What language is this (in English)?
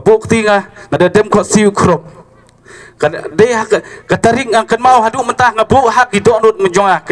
Khasi